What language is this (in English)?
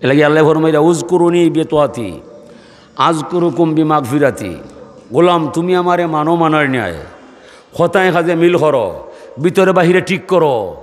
Sylheti